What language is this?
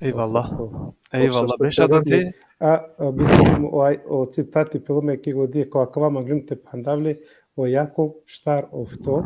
Balkan Romani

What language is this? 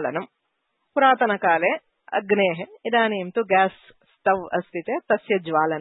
Sanskrit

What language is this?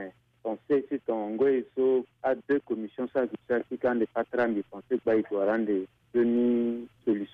Sango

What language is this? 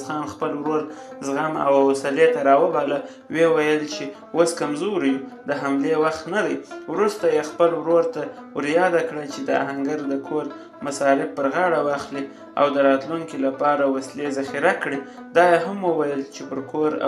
Pashto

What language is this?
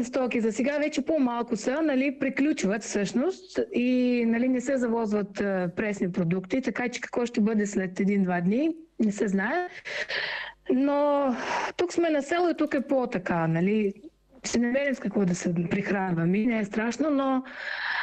Bulgarian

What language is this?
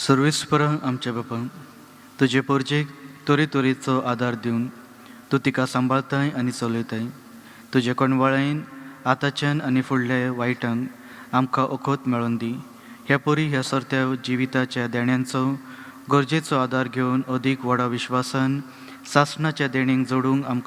Konkani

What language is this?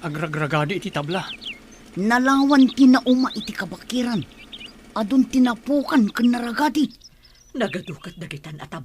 Iloko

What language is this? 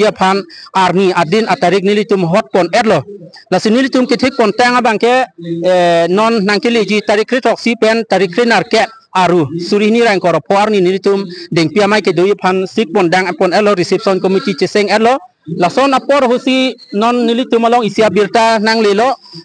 Karbi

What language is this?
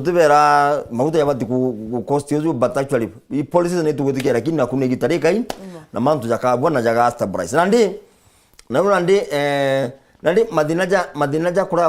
Meru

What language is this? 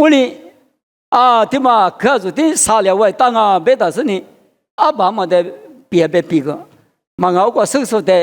Lisu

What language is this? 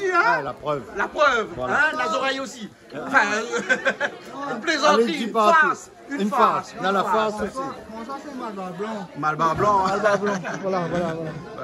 Réunion Creole French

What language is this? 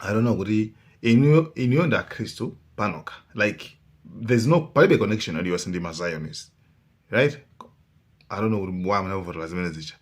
Nyanja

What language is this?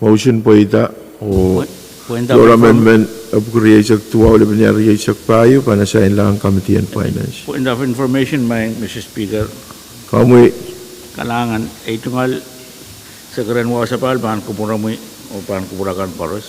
Pohnpeian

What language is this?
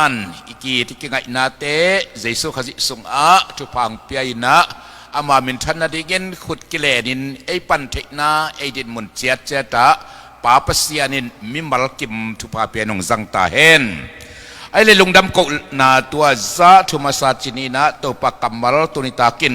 Tedim Chin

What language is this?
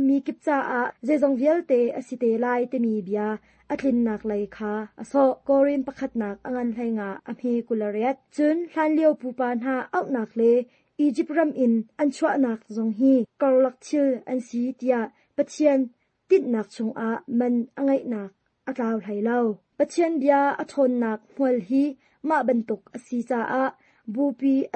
Hakha Chin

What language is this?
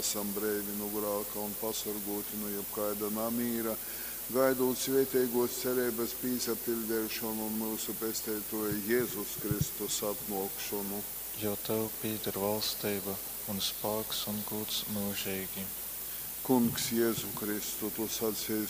Latgalian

